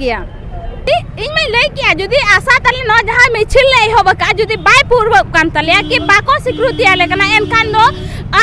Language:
Santali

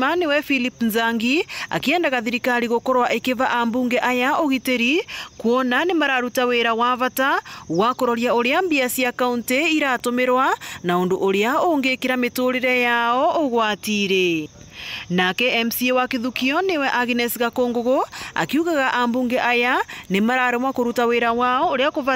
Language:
Meru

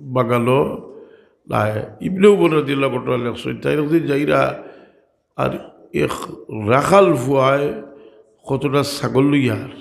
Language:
Sylheti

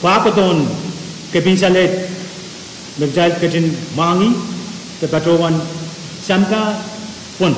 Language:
Pohnpeian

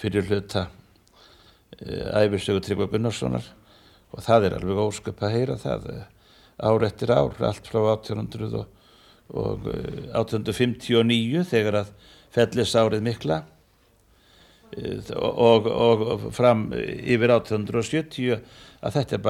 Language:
Icelandic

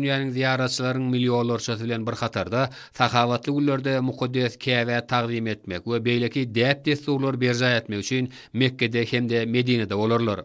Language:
Turkmen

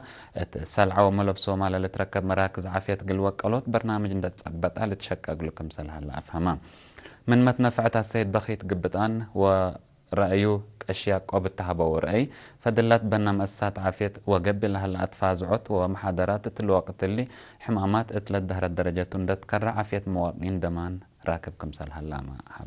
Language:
Tigre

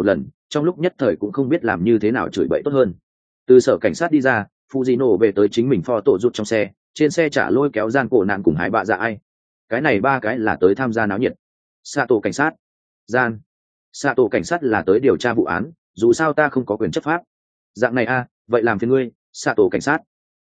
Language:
Vietnamese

